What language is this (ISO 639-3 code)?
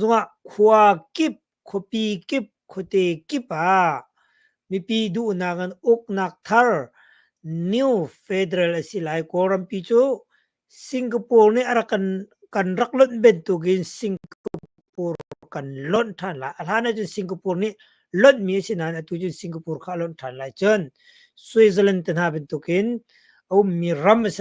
cnh